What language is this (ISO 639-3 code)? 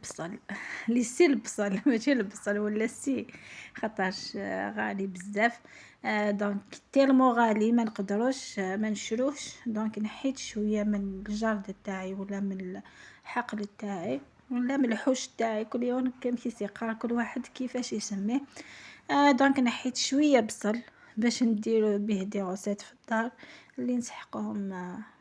arq